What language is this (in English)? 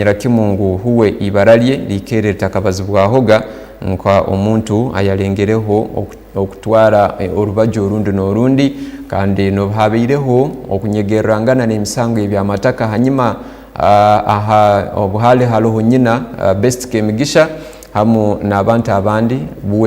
Tooro